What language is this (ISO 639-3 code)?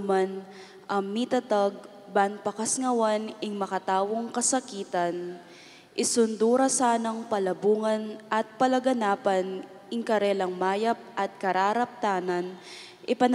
pam